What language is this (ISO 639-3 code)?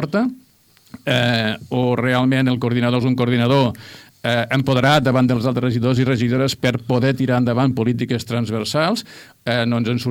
cat